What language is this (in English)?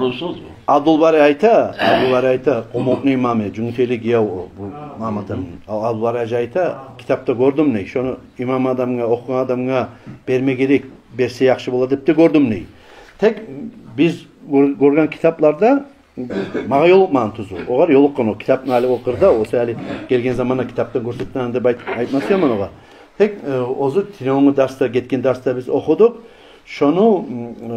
Kumyk